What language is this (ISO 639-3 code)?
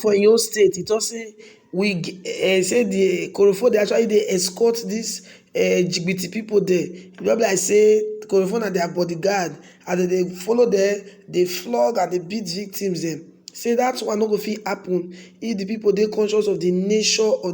pcm